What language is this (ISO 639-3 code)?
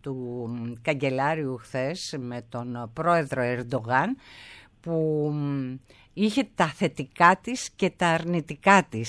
ell